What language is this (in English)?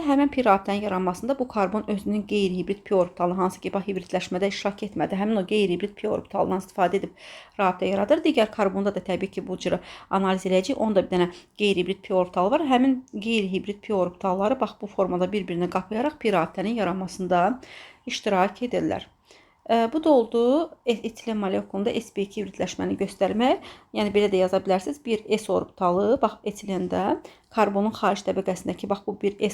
Azerbaijani